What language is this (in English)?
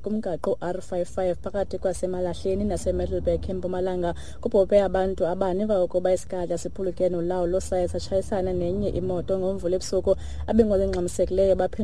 Xhosa